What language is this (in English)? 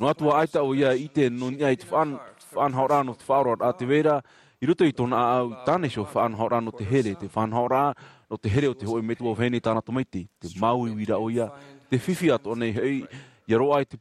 Tahitian